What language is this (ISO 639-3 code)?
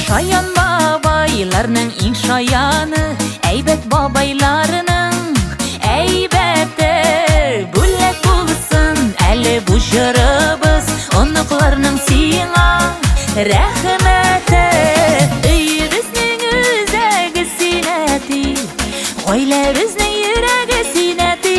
bak